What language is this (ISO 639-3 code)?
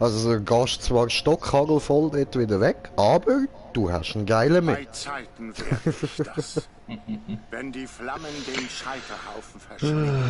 gsw